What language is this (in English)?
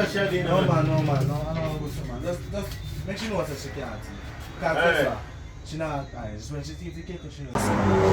Jamaican Creole English